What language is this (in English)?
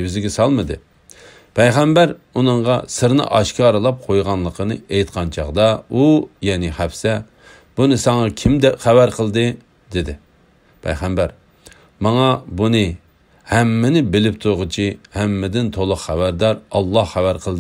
Uyghur